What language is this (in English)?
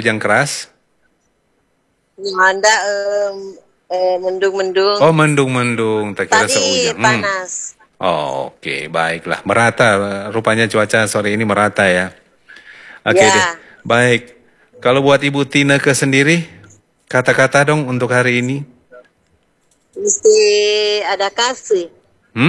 Indonesian